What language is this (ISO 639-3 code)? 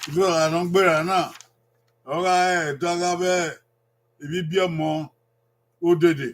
bin